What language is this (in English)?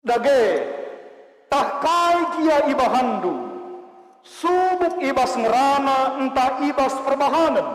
Batak Karo